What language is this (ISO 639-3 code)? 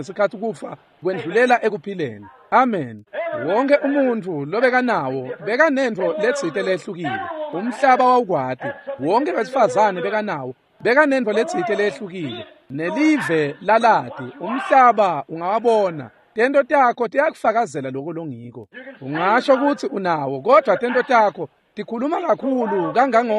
ssw